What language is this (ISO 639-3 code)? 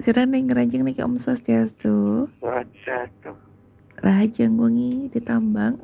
ban